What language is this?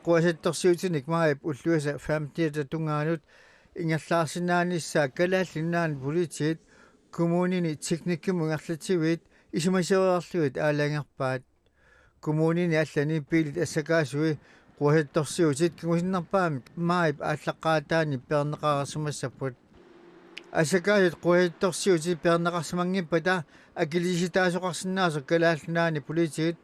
Kalaallisut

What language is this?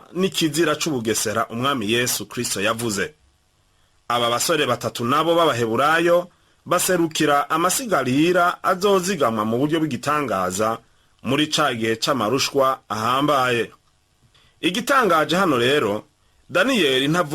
Rundi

